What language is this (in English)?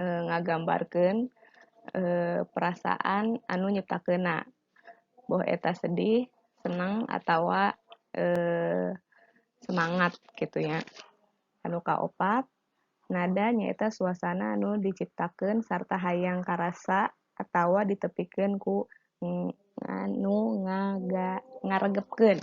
Sundanese